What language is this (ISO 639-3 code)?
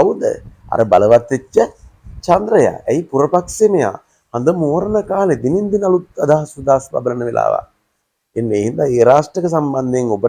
sin